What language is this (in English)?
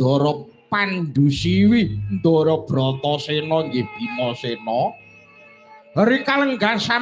Javanese